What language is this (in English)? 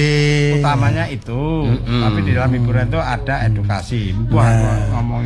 Javanese